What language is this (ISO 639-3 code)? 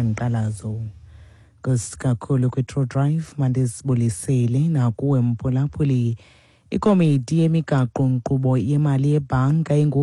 xho